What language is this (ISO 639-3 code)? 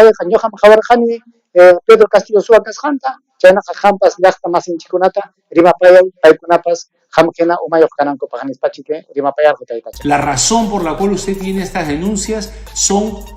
quy